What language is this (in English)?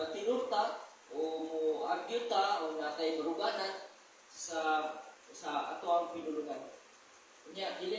Cebuano